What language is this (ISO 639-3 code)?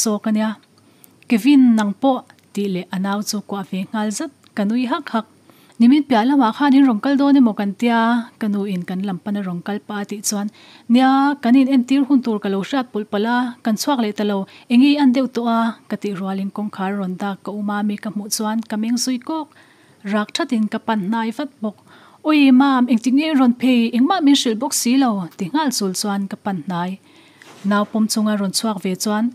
lus